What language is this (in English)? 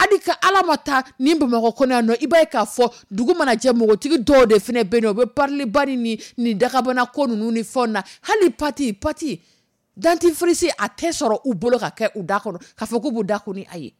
Dyula